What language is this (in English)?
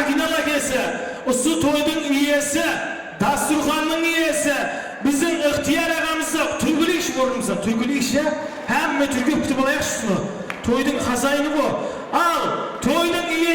Kara-Kalpak